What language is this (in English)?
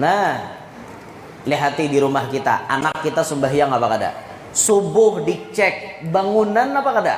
Banjar